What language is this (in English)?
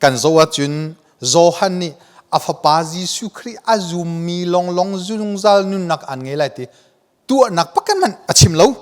Hakha Chin